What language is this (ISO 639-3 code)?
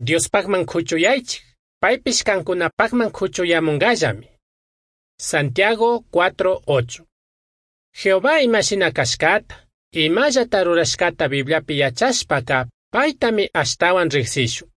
qug